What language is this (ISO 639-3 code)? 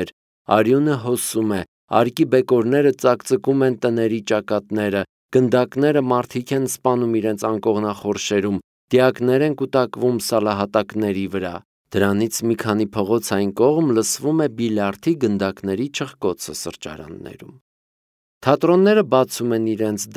hye